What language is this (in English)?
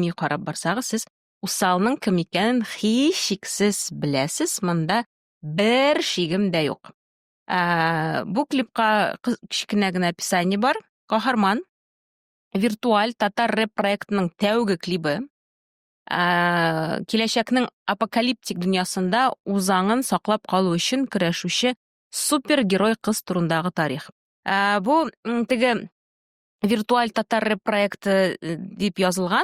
Tatar